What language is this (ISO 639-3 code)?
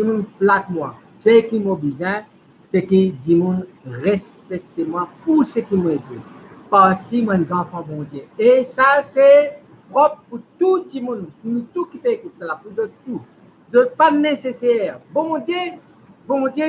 mfe